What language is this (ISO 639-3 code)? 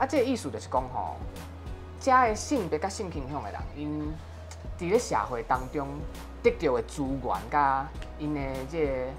nan